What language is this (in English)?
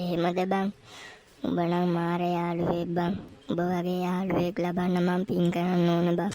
Sinhala